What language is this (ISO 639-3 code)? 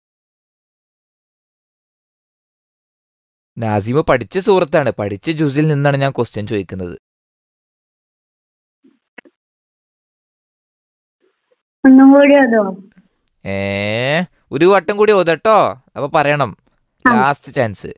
mal